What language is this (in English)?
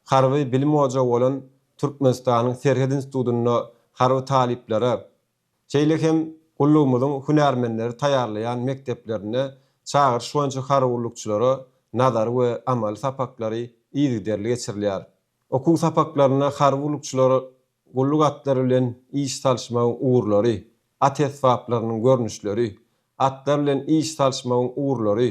Turkmen